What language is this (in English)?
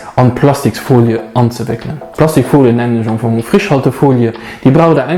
Luxembourgish